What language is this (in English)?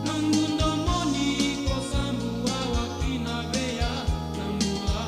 Fijian